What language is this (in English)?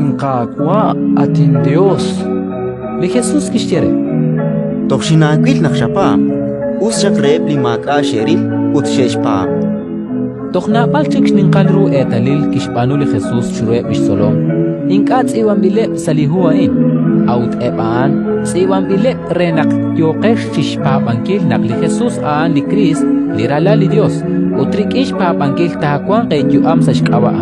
Kekchí